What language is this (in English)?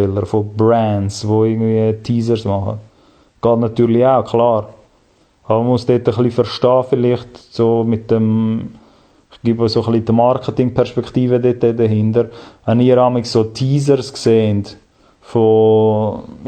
Swiss German